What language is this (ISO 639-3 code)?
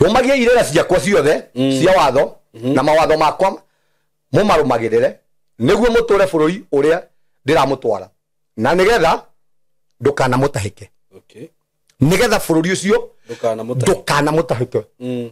kik